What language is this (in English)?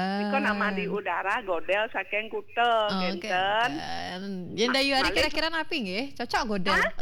Balinese